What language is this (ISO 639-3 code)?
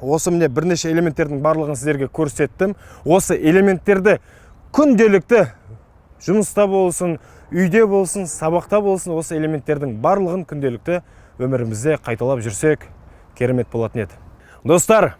kaz